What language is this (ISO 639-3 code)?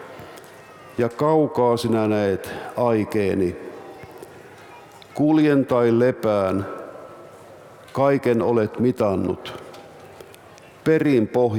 fin